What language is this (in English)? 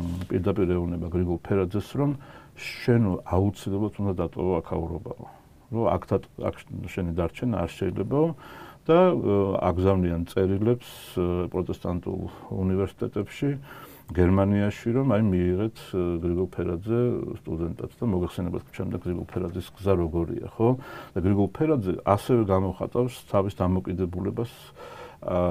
Georgian